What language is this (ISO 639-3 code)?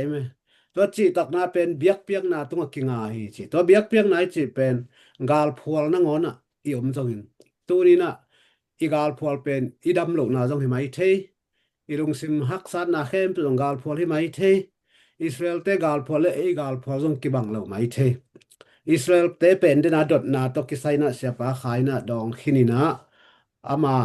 ctd